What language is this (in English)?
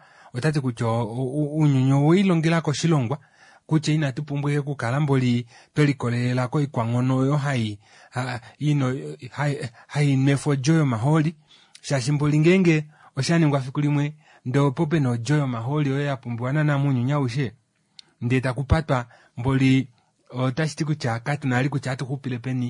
Kuanyama